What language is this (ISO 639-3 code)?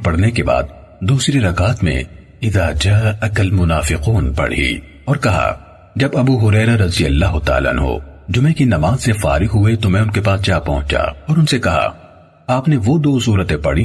urd